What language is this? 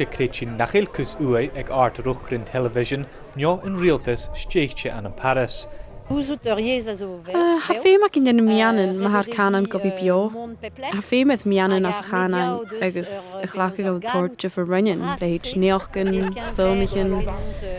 Scottish Gaelic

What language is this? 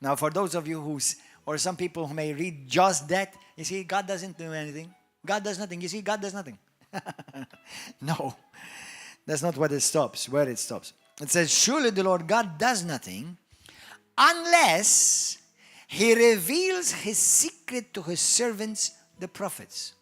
English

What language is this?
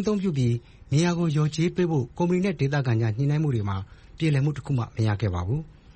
Burmese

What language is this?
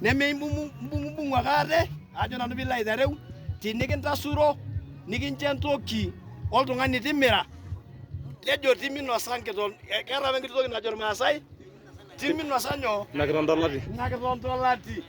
Masai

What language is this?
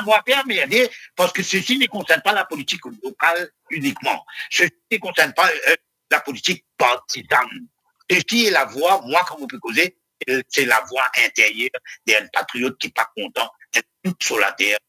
Morisyen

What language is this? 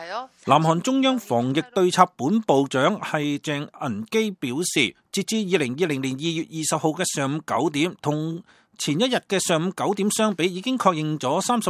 Cantonese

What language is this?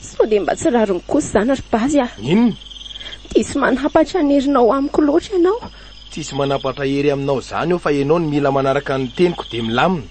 Malagasy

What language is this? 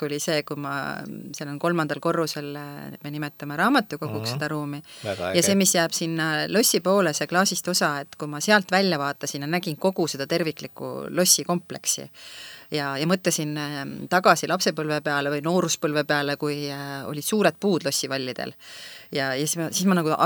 Estonian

